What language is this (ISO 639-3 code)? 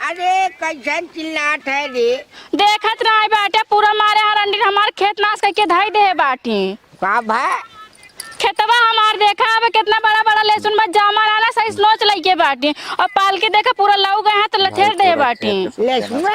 awa